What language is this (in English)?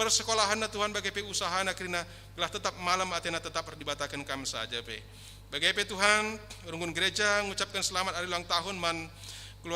Batak Karo